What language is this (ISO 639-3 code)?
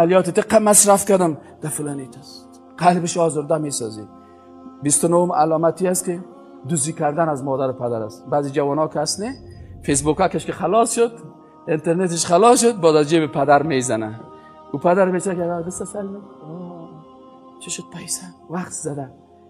fas